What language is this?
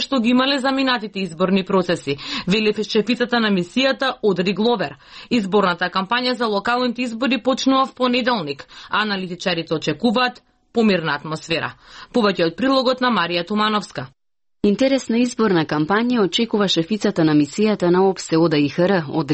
Macedonian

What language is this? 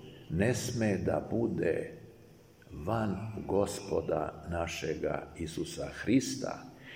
Serbian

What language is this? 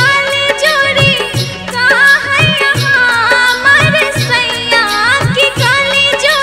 Bhojpuri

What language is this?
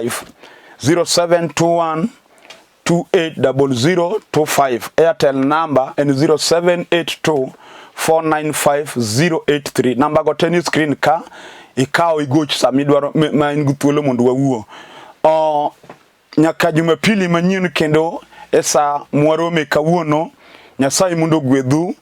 Luo (Kenya and Tanzania)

